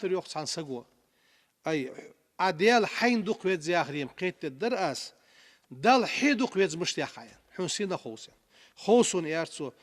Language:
Ingush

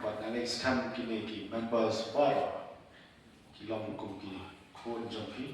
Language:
Khasi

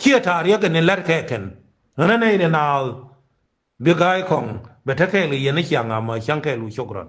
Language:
Nuer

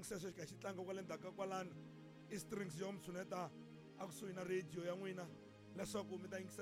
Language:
Tsonga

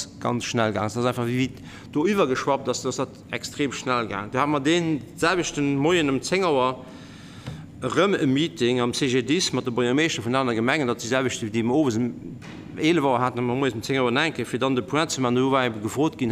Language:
Luxembourgish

